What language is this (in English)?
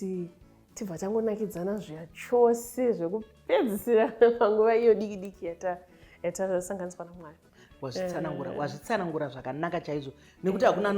Shona